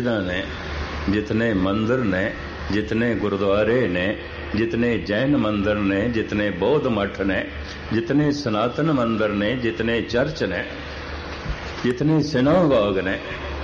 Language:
Punjabi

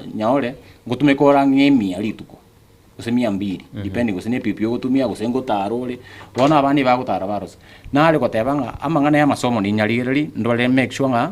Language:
Gusii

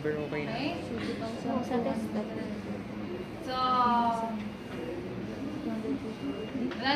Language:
Filipino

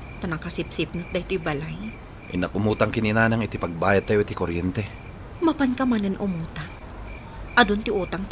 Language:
Iloko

